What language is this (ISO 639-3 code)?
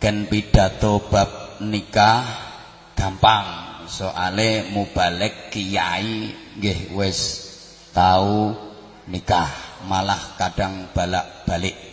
jav